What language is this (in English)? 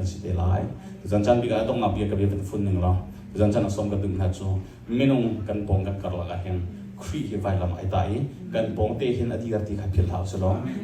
Hakha Chin